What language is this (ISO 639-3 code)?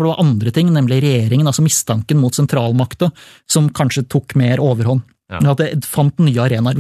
nor